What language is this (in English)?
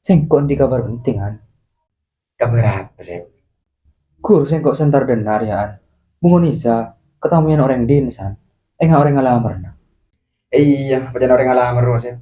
Madurese